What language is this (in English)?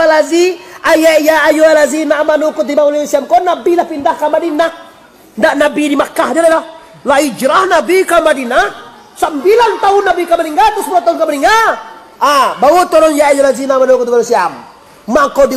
Minangkabau